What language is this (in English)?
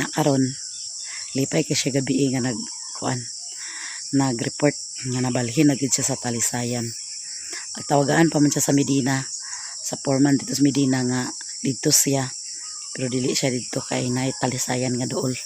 Cebuano